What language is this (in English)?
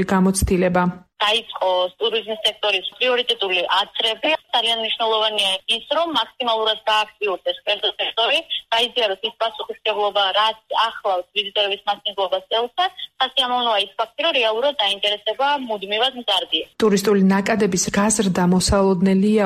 Georgian